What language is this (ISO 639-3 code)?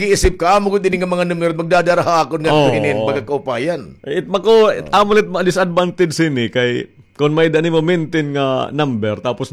war